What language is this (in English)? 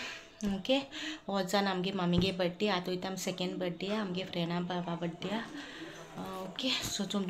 Konkani